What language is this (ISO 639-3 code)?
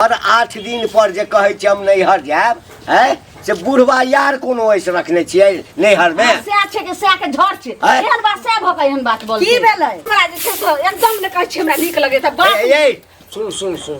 mai